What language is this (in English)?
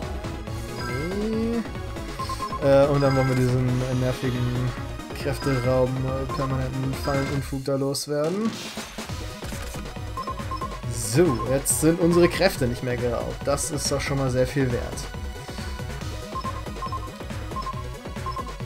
German